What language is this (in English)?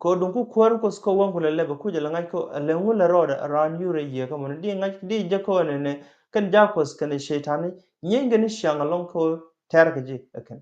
Nuer